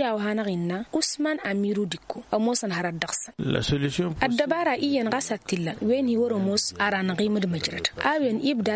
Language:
Tamasheq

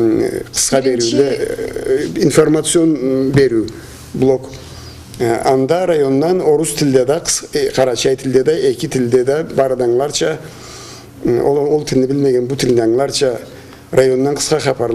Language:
Karachay-Balkar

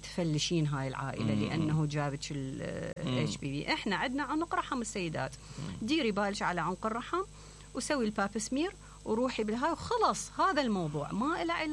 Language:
Mesopotamian Arabic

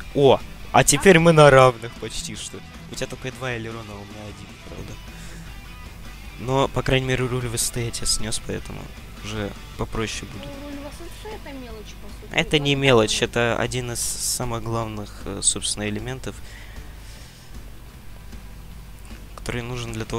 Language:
Russian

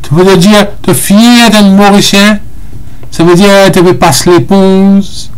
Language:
Morisyen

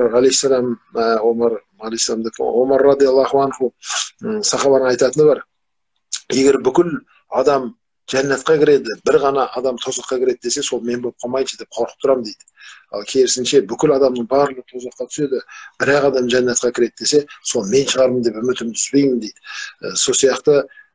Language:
Kazakh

